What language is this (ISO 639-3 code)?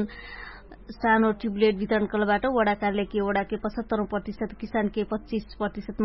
thl